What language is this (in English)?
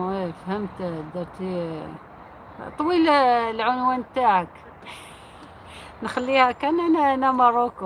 Algerian Arabic